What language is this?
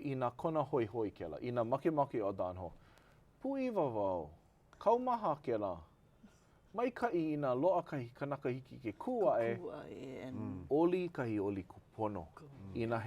Hawaiian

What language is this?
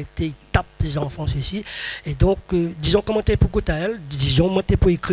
Réunion Creole French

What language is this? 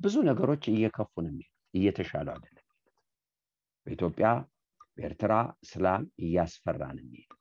Amharic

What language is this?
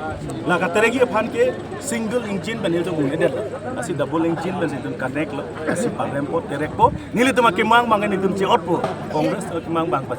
Karbi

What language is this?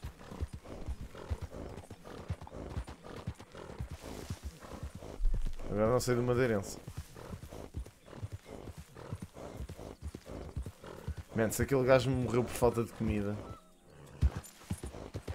Portuguese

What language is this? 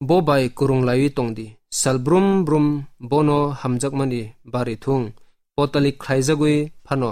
Kok Borok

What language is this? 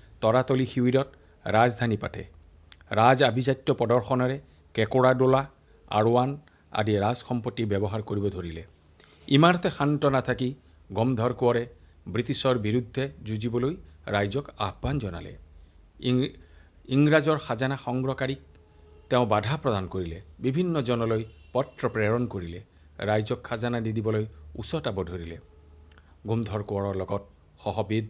Assamese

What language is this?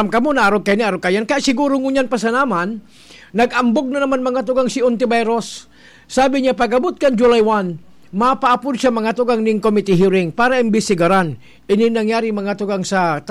Bikol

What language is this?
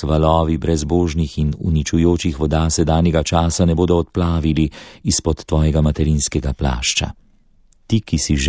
Slovenian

